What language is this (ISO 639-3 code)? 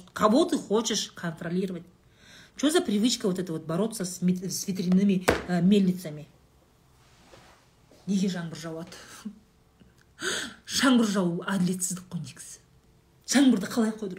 kaz